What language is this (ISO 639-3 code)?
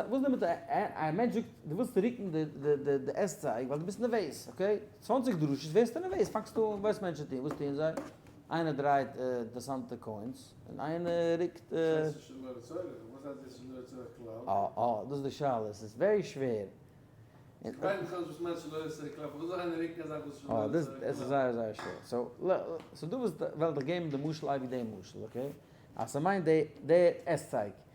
yid